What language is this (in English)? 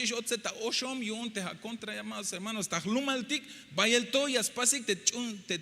Tzeltal